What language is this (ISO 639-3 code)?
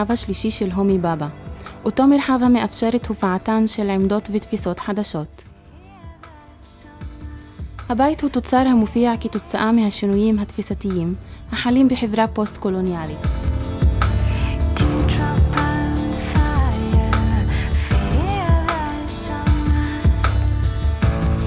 heb